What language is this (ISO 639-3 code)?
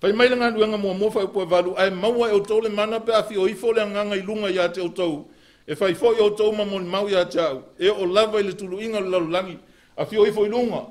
smo